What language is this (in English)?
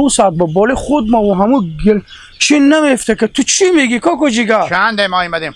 Hazaragi